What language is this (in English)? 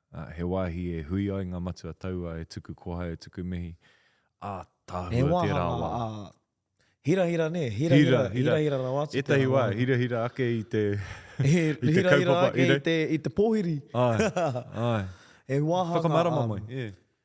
Māori